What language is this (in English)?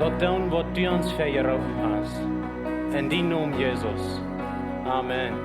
Plautdietsch